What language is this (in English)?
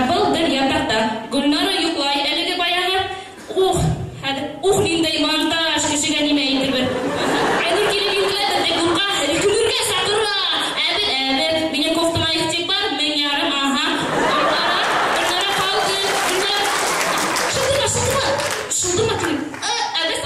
Bashkir